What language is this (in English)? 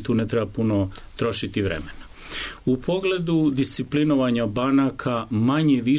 Serbian